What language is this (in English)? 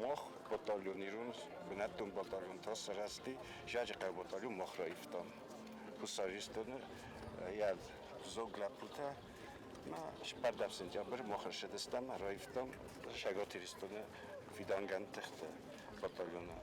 Ossetic